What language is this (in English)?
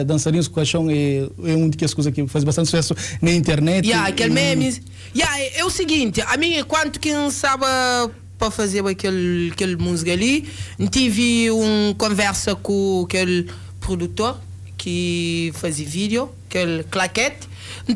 Kabuverdianu